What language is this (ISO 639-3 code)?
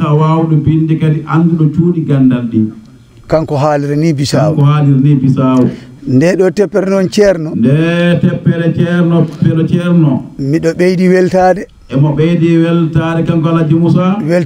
ful